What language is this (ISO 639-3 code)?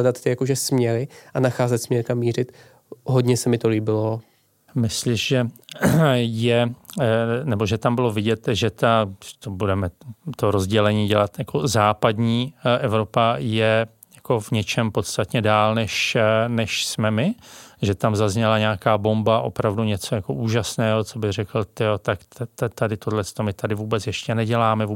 ces